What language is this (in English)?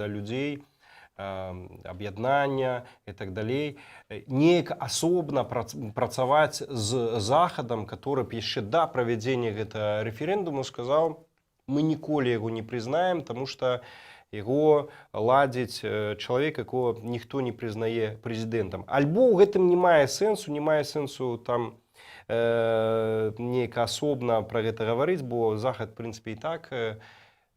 Belarusian